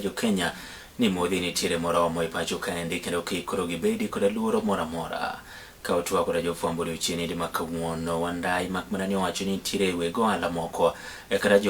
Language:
Luo (Kenya and Tanzania)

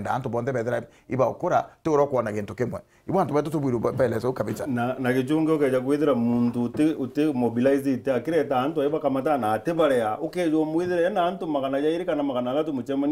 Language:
Meru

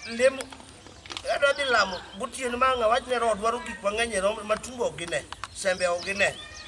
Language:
Luo (Kenya and Tanzania)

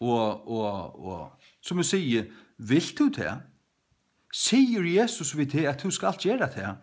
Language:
Faroese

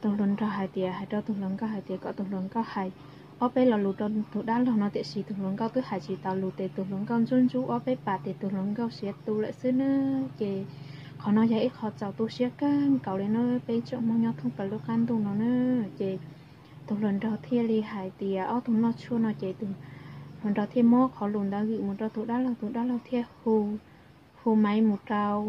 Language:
Hmong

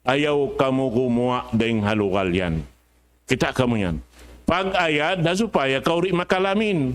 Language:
Tausug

